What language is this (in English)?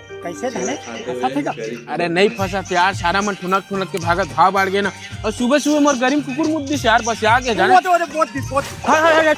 Chhattisgarhi